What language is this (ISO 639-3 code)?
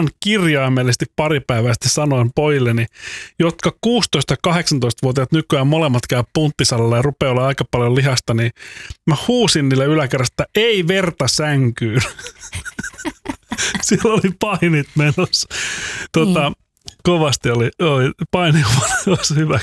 fin